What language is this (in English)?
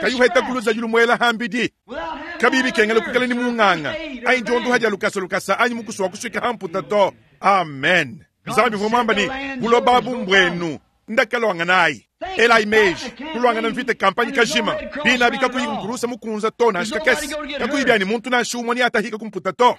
Luba-Lulua